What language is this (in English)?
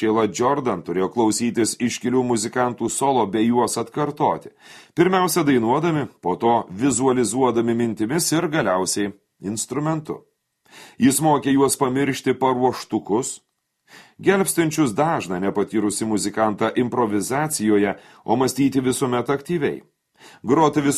Lithuanian